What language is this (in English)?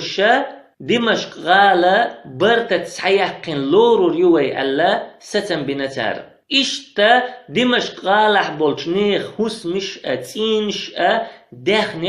Chechen